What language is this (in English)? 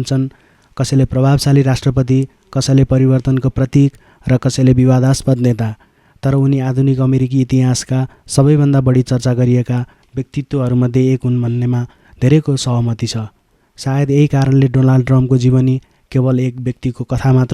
Nepali